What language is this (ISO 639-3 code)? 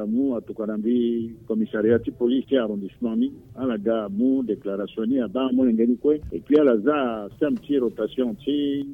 sag